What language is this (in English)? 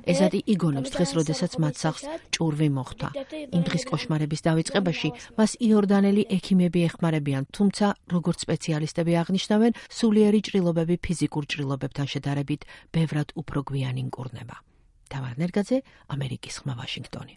Georgian